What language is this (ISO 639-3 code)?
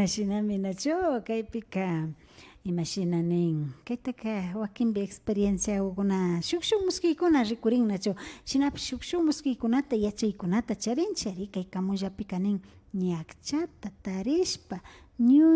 qvi